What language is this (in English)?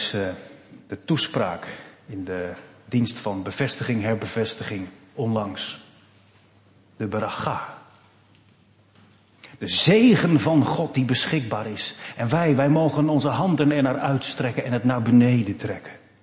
Dutch